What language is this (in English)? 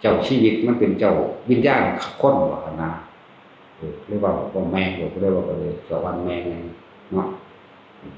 Northeastern Thai